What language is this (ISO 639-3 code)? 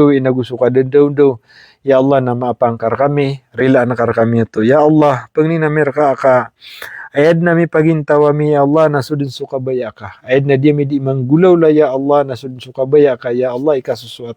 mrw